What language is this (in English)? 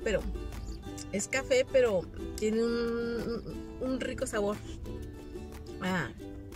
Spanish